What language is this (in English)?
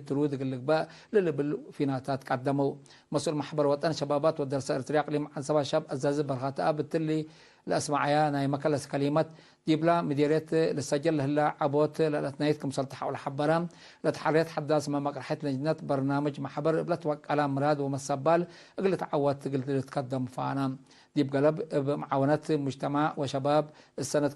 Tigre